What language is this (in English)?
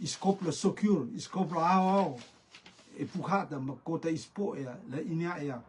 Rotuman